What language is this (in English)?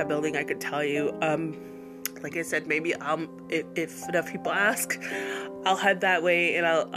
English